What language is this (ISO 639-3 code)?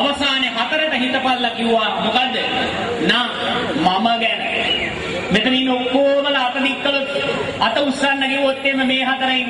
sin